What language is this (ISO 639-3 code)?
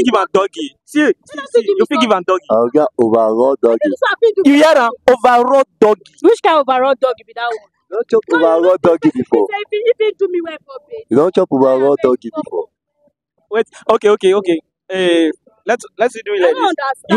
pcm